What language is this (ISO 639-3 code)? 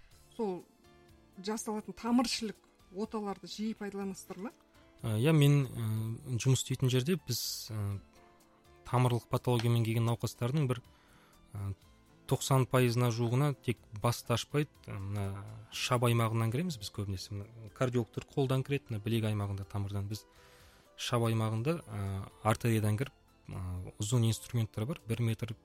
kaz